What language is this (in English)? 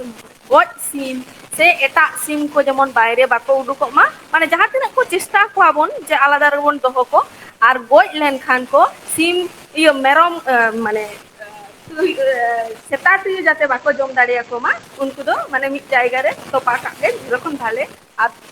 Santali